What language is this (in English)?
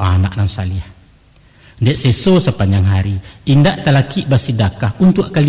Minangkabau